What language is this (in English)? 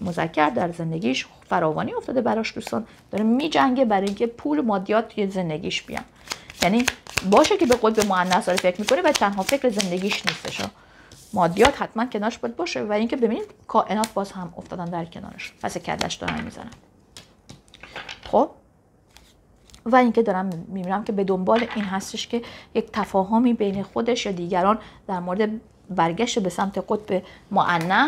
Persian